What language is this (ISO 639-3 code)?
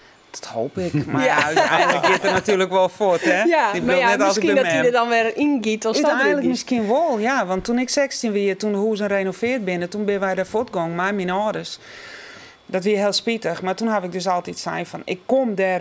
fry